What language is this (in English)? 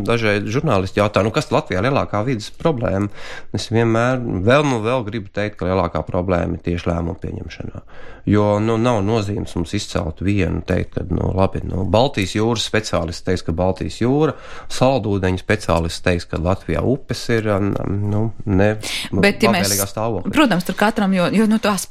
Latvian